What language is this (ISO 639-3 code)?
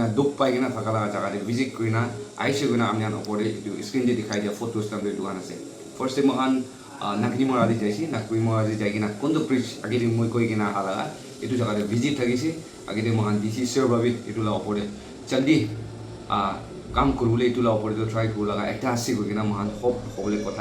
nag